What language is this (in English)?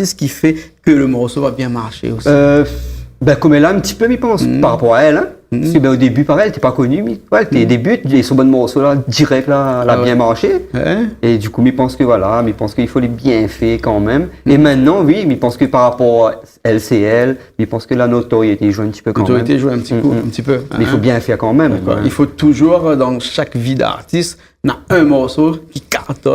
Réunion Creole French